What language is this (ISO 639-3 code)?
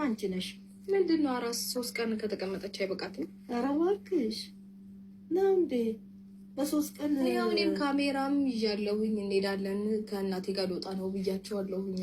amh